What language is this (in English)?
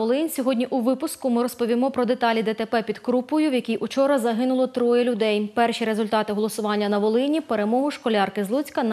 Ukrainian